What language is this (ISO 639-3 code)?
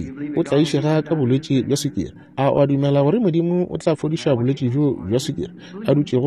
nso